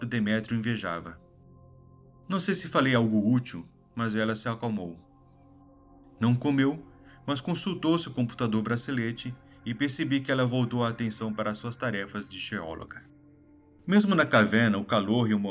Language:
Portuguese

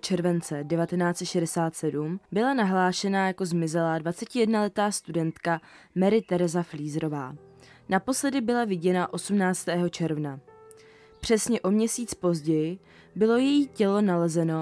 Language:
Czech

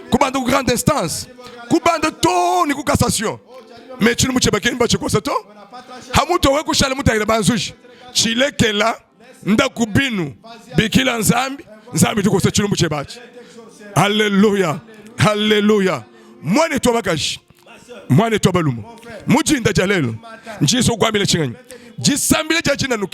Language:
Luba-Lulua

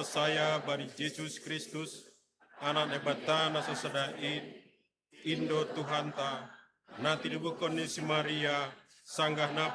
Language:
Batak Simalungun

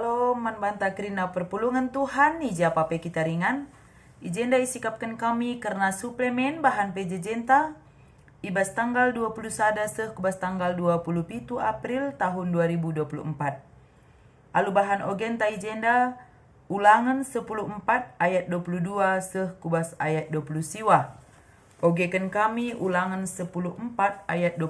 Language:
Batak Karo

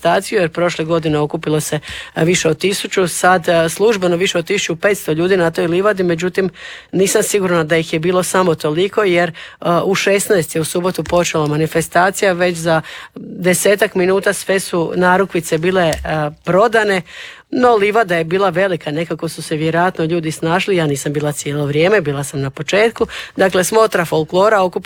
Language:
Croatian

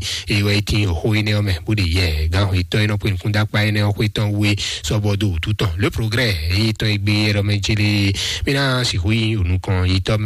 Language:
Fon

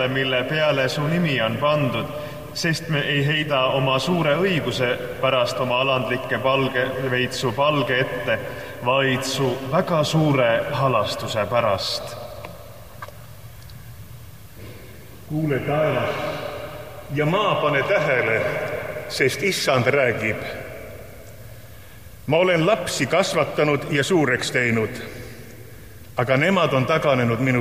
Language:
Estonian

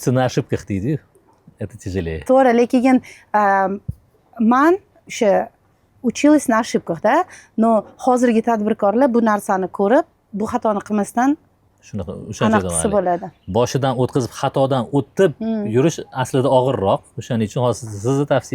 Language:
Uzbek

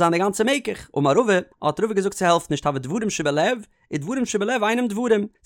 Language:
Yiddish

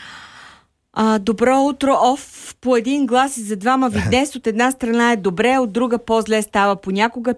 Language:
Bulgarian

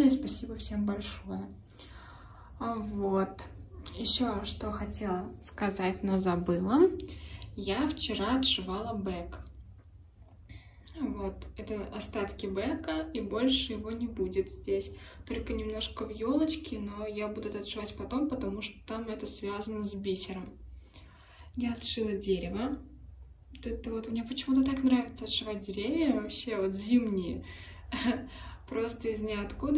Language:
Russian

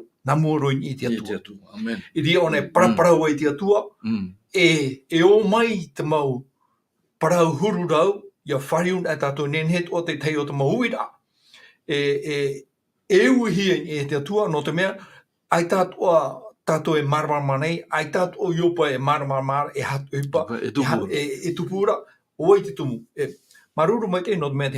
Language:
Tahitian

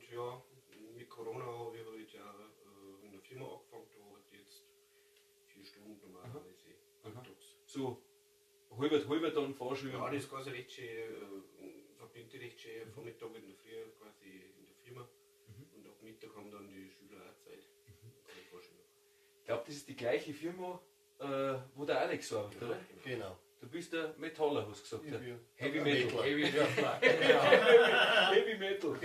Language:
Bavarian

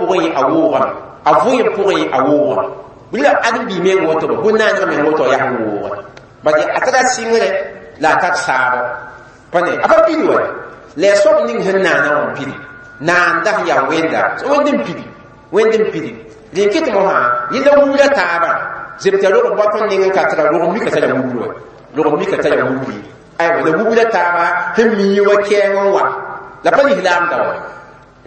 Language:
Mossi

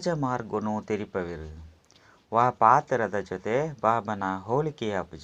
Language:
Tulu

